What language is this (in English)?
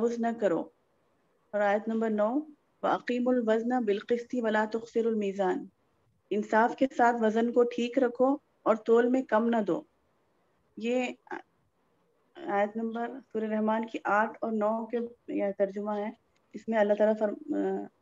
Urdu